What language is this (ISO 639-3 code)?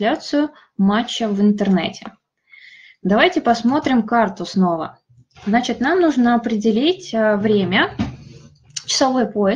rus